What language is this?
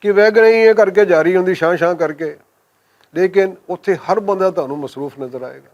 Western Panjabi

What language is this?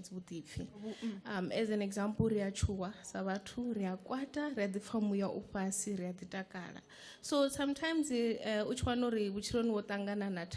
Venda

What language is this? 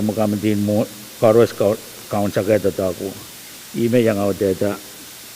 Pohnpeian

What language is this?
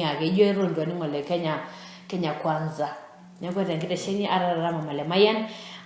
Masai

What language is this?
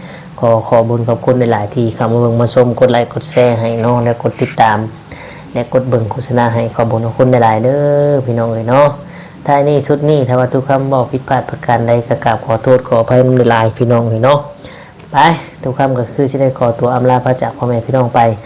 Northeastern Thai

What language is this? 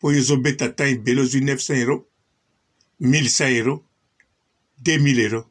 Lingala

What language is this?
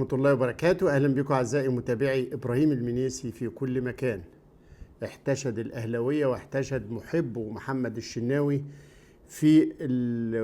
Egyptian Arabic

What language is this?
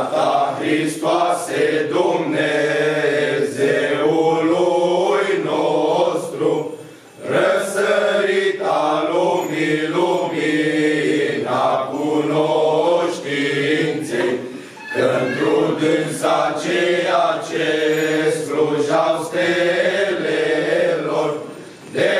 Romanian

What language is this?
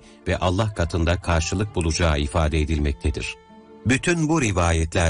Turkish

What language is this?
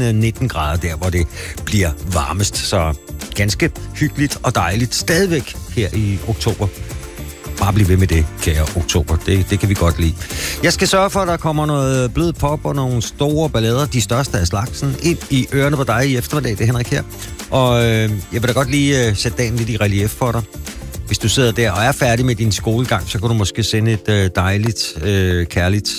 Danish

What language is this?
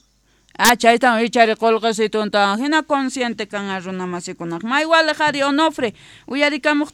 South Bolivian Quechua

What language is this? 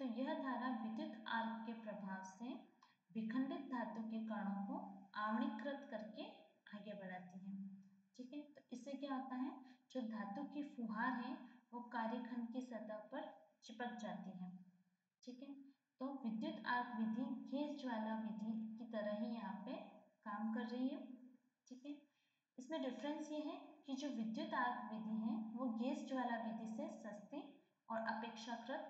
Hindi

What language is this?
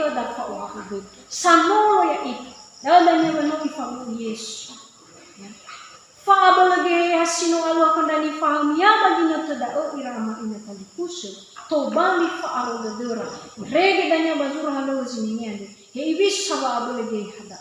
Nias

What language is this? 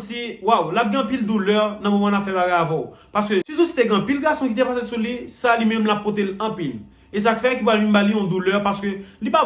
Haitian Creole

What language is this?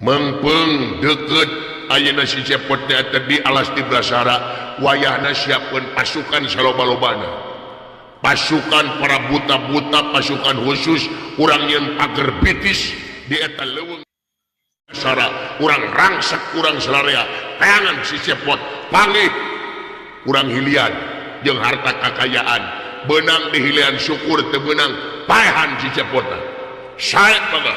Sundanese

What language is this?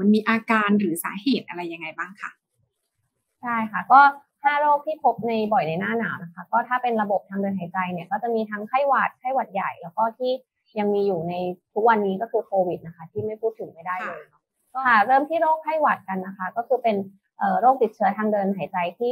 Thai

